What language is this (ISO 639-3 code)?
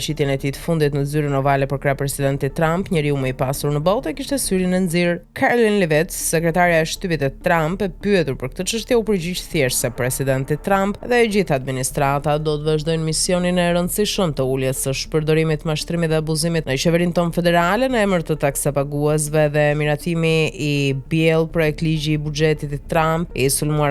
sqi